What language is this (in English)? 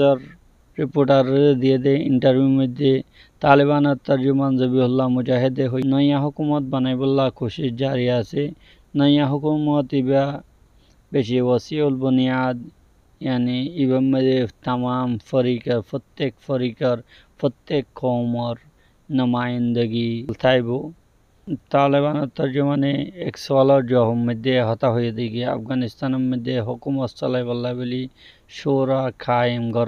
Rohingya